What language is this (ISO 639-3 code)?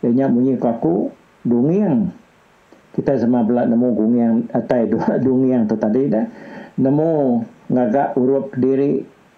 iba